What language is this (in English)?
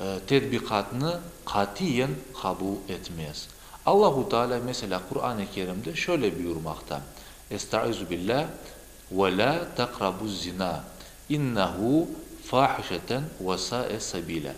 Crimean Tatar